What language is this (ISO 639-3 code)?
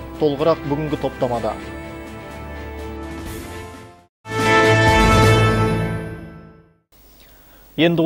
kaz